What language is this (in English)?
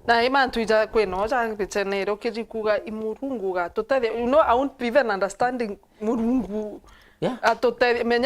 Meru